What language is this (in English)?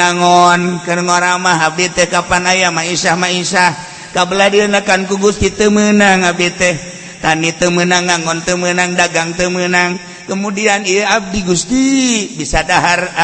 Sundanese